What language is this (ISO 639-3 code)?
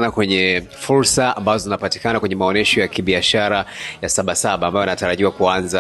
swa